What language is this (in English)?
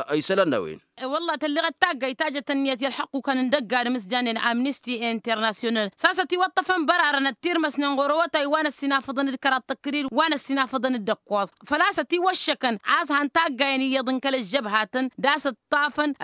Tamasheq